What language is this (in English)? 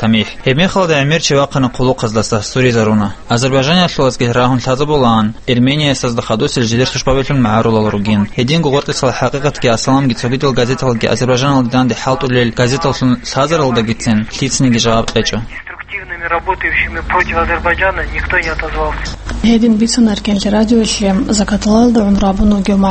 Avaric